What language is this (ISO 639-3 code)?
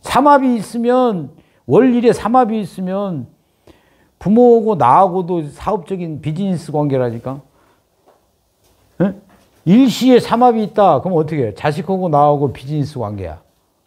kor